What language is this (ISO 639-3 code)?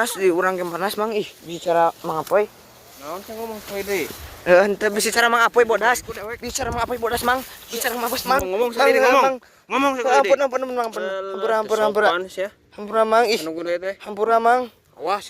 sun